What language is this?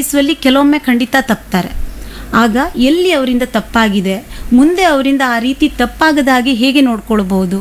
Kannada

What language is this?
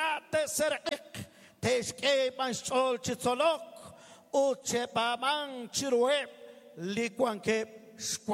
Kekchí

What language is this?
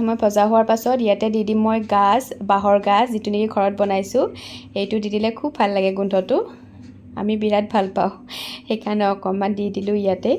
Assamese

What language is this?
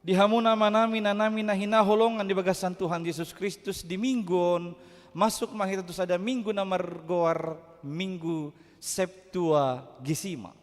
Batak Toba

